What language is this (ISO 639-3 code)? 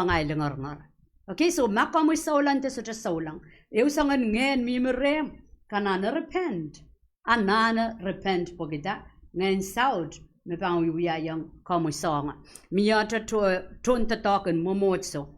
pon